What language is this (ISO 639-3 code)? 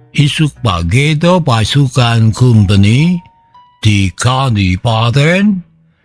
sun